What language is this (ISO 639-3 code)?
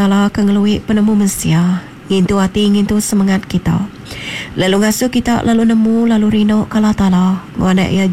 iba